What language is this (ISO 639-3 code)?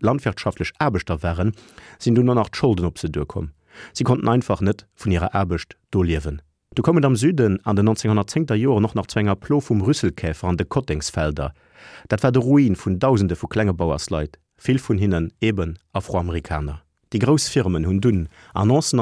ltz